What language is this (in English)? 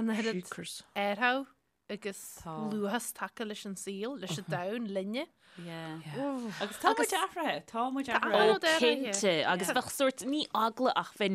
Irish